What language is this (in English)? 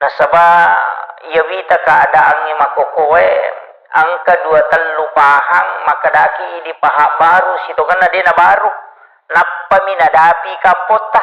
Buginese